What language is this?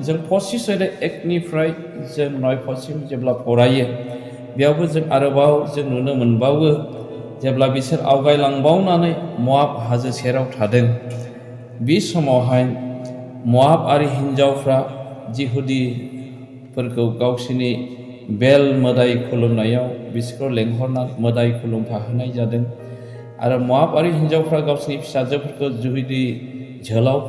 Bodo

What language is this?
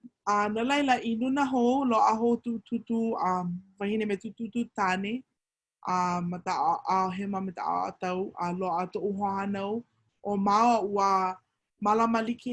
Hawaiian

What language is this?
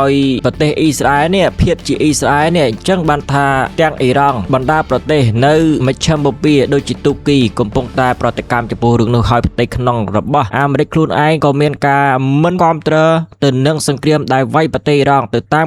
Khmer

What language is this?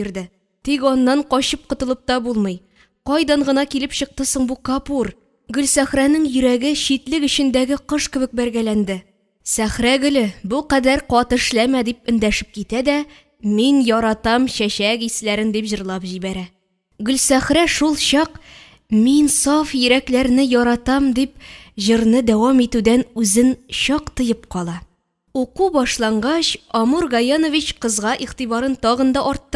Tatar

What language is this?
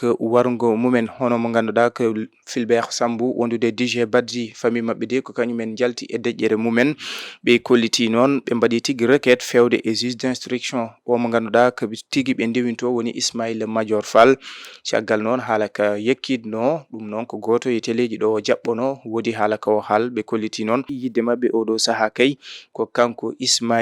Fula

